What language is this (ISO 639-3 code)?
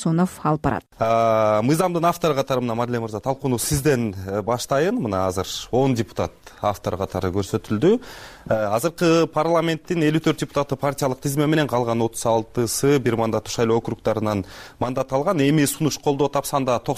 kir